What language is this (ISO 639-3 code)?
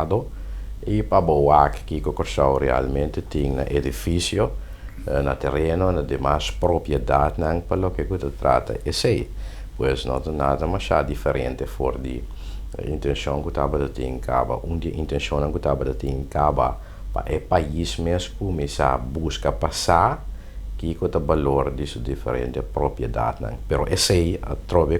pap